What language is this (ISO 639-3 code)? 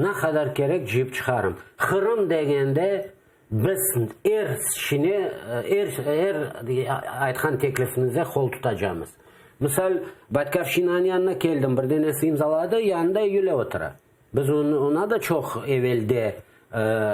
crh